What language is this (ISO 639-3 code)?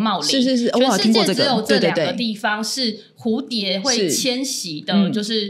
zho